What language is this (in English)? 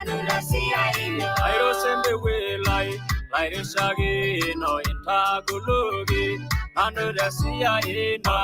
Masai